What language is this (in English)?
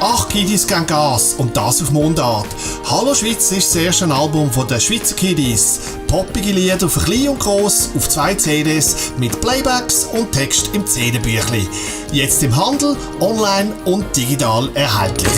Swiss German